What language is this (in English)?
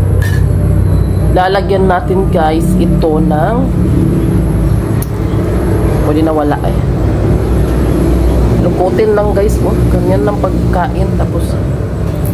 Filipino